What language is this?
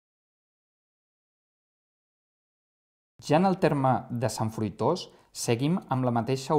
Catalan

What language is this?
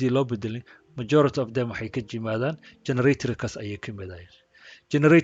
Somali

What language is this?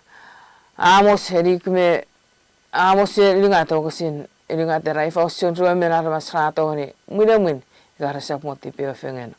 Chuukese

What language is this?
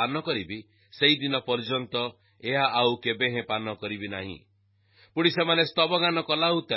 Odia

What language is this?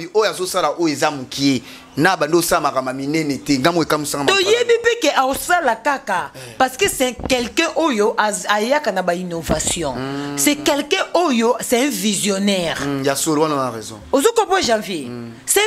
Lingala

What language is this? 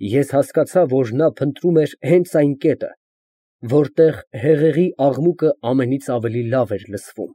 Armenian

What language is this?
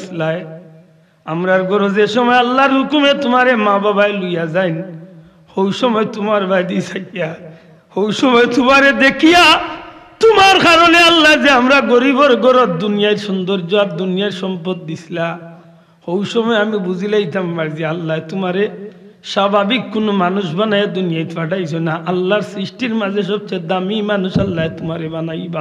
Sylheti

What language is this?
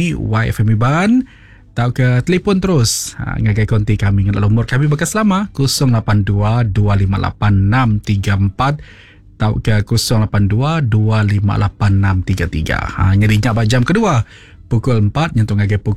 Iban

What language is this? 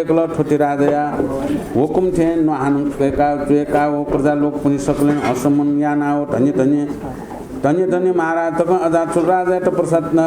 Newari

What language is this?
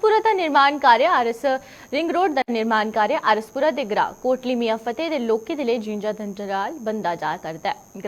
Dogri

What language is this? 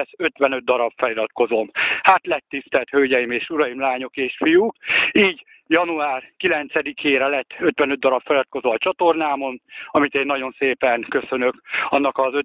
Hungarian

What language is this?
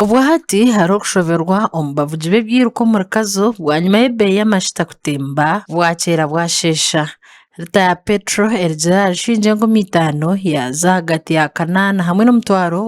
Nyankole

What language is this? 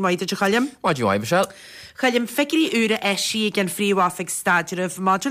Irish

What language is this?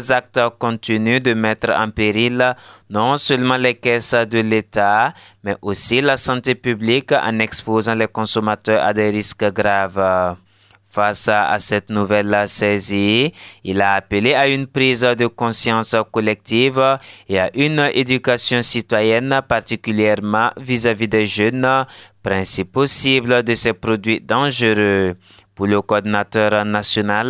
French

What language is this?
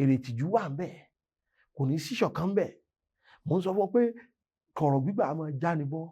Yoruba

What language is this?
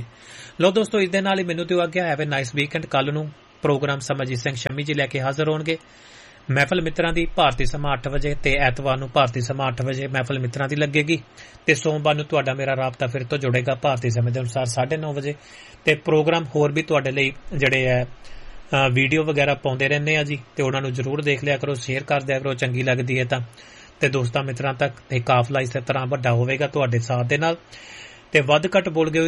Punjabi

